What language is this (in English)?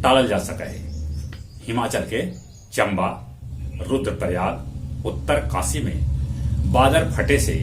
Magahi